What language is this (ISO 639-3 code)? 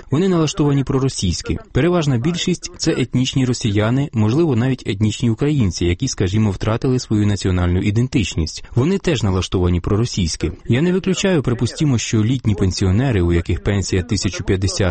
ukr